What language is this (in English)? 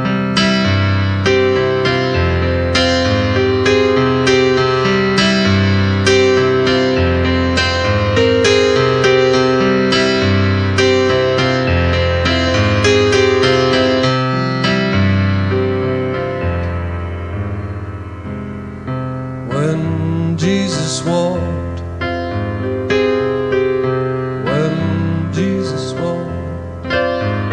English